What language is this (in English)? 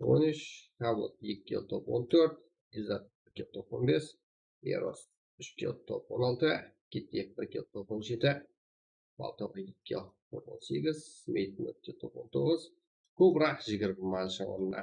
Kara-Kalpak